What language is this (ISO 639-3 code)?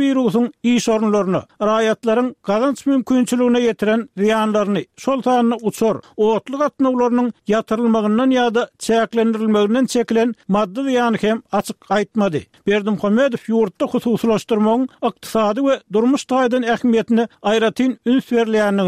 tuk